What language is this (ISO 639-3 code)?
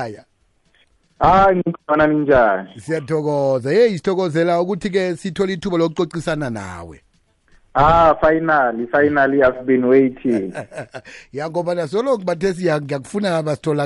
nbl